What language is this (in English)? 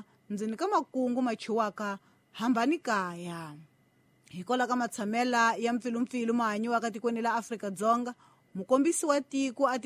Tsonga